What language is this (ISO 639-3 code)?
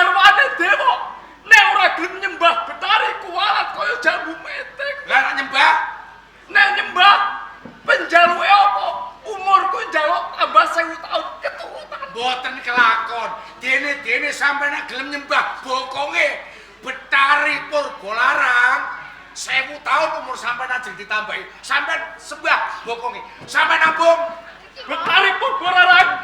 jav